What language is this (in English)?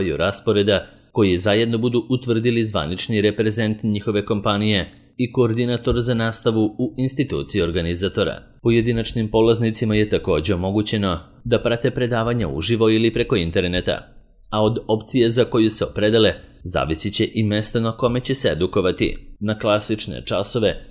Serbian